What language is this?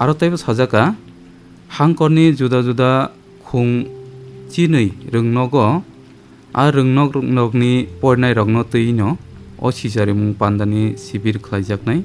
Kok Borok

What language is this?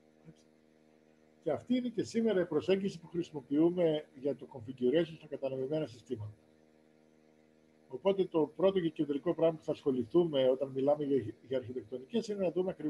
Greek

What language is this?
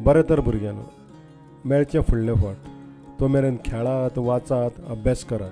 Konkani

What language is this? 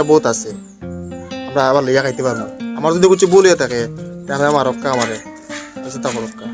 Sylheti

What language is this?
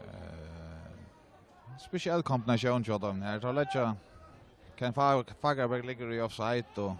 Faroese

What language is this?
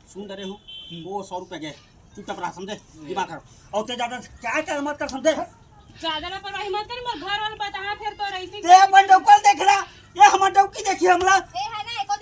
Chhattisgarhi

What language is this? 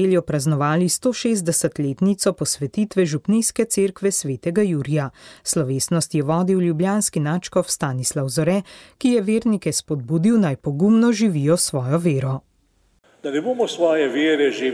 Slovenian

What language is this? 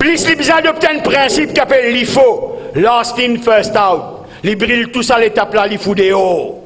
Morisyen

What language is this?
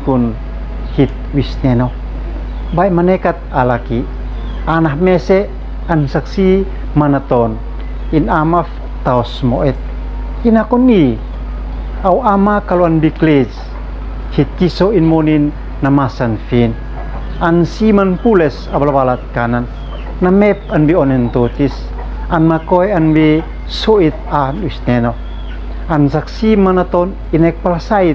Uab Meto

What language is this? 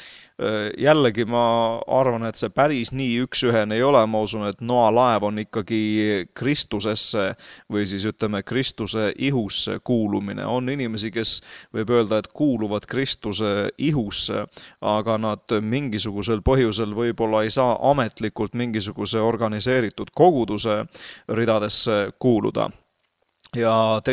Estonian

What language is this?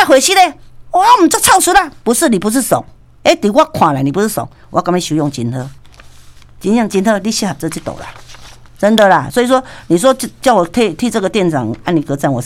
Min Nan Chinese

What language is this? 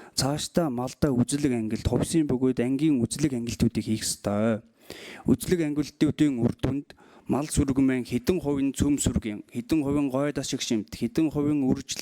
Mongolian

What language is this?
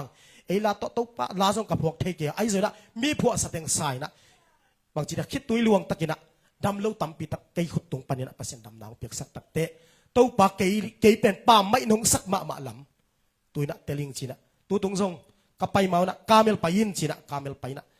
Tedim Chin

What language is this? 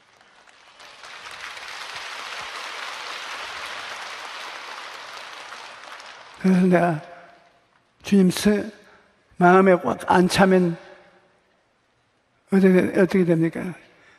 Korean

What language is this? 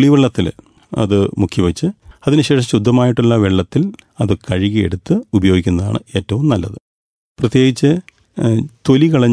Malayalam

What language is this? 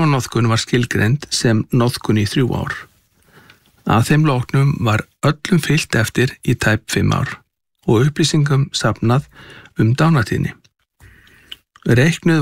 Icelandic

